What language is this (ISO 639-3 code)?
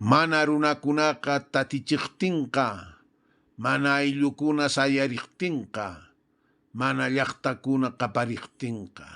que